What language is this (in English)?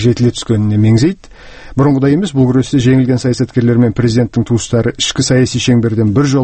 Kazakh